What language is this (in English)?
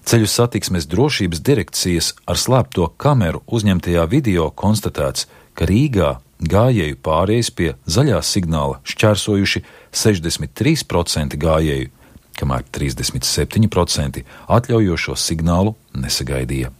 Latvian